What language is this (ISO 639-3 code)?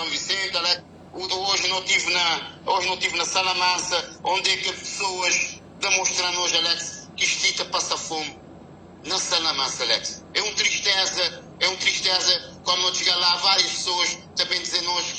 kea